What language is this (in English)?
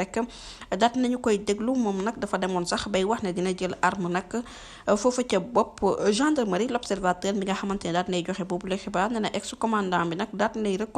Wolof